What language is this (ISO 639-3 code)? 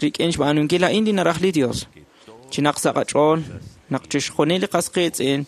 kek